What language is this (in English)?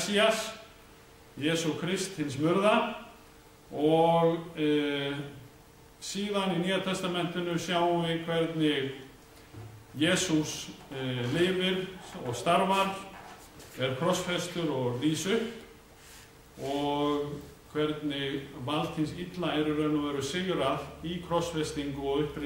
Icelandic